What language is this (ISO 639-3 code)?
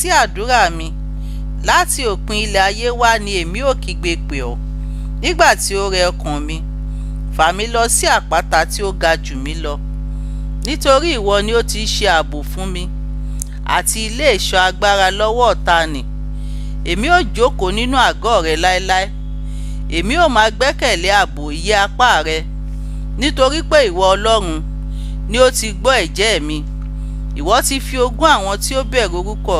yor